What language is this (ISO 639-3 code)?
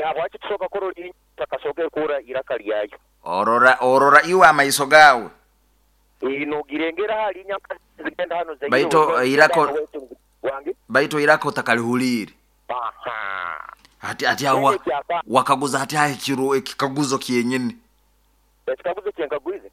nyo